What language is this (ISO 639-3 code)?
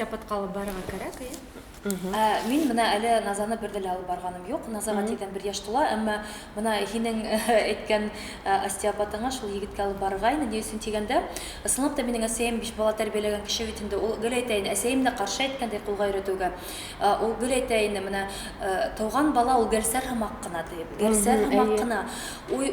bak